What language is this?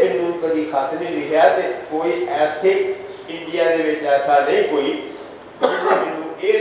Western Panjabi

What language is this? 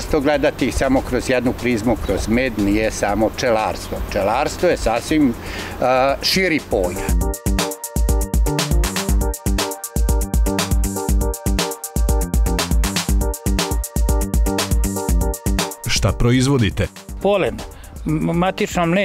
Serbian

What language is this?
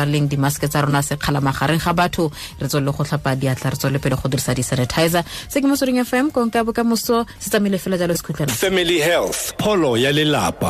Tswana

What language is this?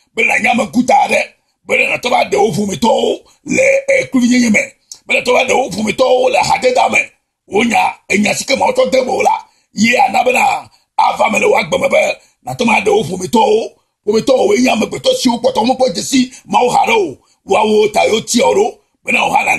Ewe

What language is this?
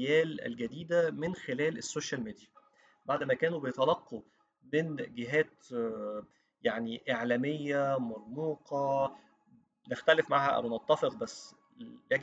Egyptian Arabic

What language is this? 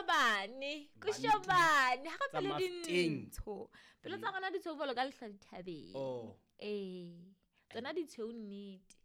Southern Sotho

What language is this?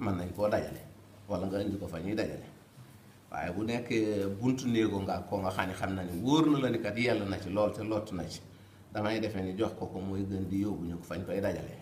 Wolof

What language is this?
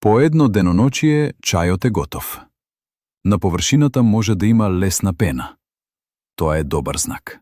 Macedonian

